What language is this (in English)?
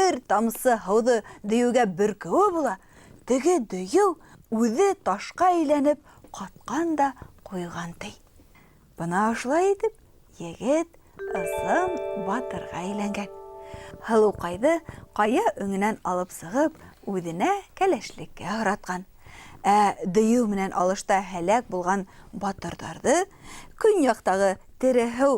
Bashkir